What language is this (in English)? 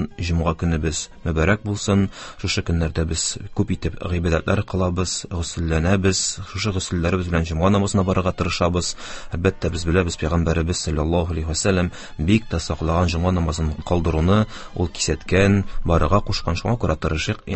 Tatar